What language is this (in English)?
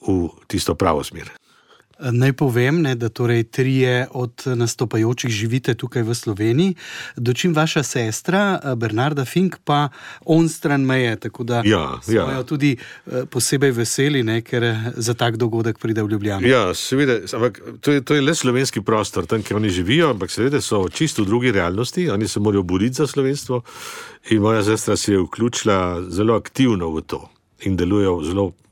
Slovenian